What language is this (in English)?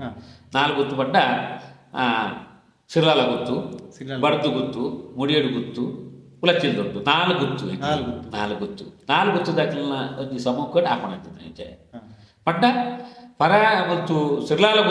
Tulu